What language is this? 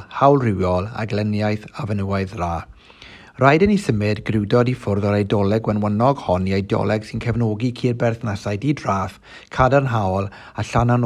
Welsh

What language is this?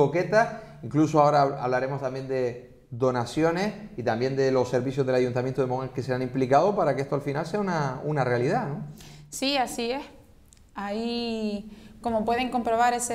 Spanish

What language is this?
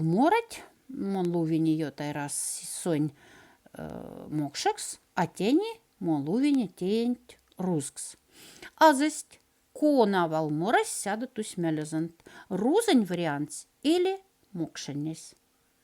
Moksha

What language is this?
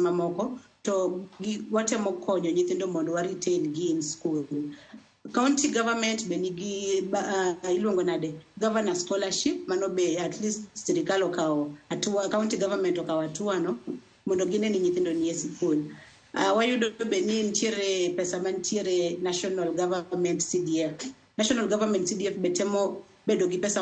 Luo (Kenya and Tanzania)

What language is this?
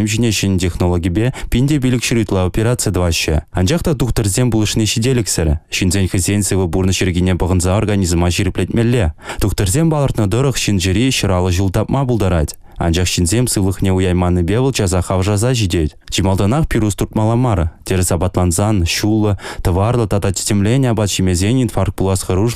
Chuvash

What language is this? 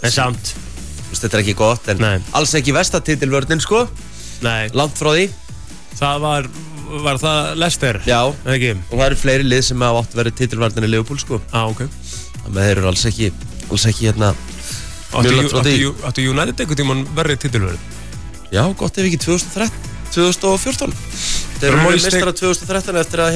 Icelandic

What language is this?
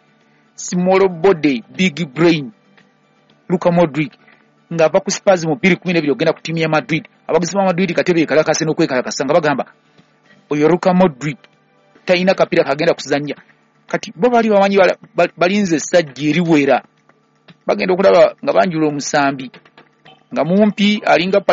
Ganda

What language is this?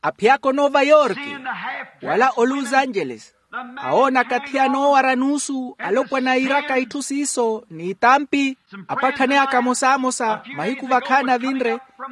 Makhuwa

